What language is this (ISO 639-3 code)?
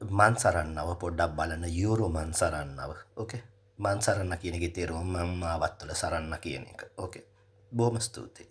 sin